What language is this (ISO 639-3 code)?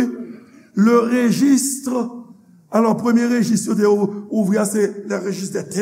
hat